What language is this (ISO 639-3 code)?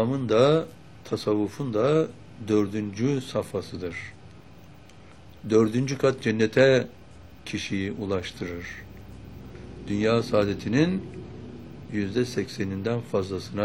tur